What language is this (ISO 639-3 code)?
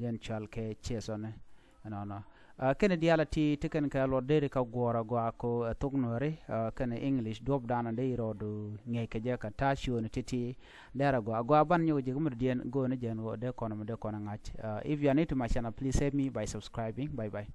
nus